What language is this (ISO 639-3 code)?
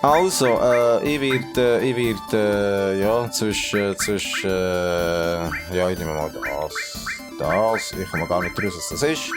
gsw